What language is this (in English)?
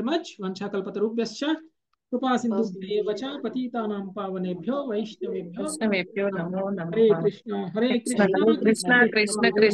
Telugu